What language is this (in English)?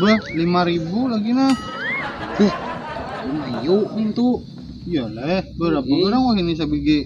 Banjar